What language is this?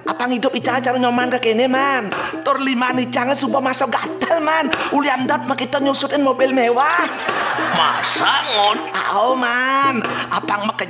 Balinese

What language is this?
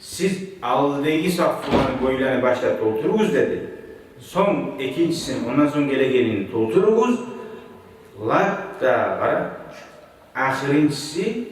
Kumyk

